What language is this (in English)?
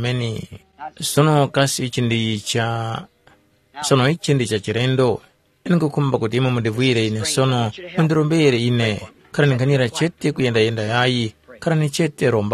Tumbuka